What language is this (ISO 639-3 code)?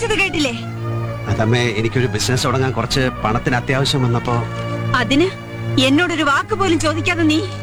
mal